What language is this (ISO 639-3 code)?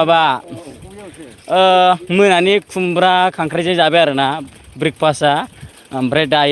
brx